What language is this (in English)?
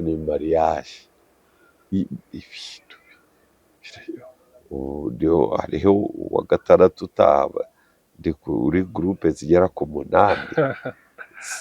Kinyarwanda